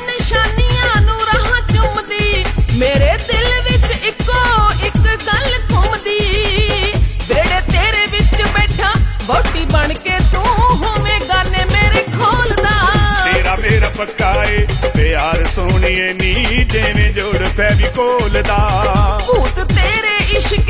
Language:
Punjabi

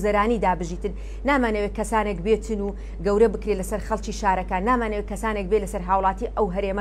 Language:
Central Kurdish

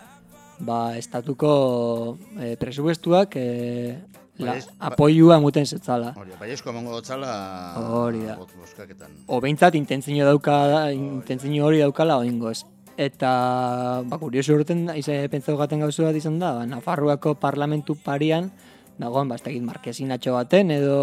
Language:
Basque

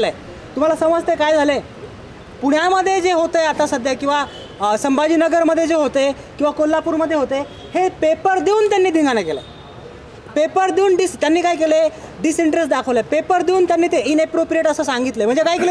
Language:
Marathi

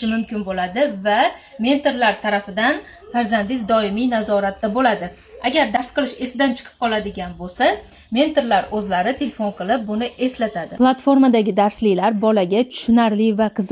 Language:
Uzbek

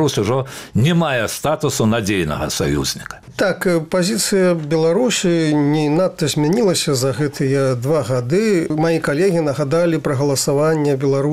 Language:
Belarusian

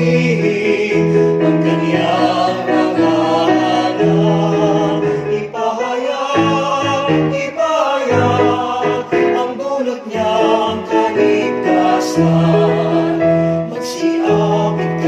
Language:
Filipino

